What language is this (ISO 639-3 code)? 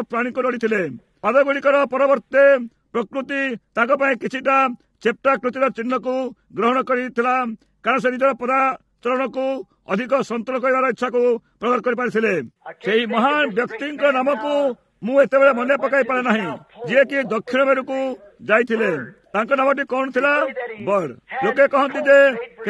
ori